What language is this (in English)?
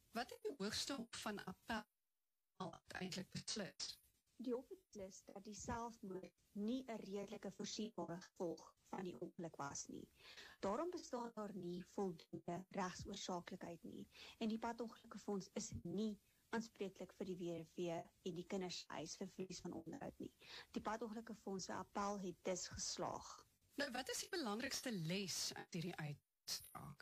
Afrikaans